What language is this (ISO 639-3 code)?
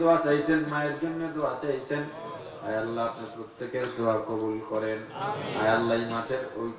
ben